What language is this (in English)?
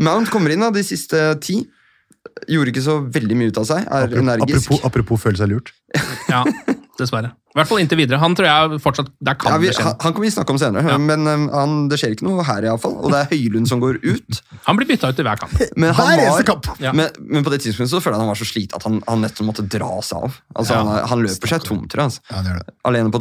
Norwegian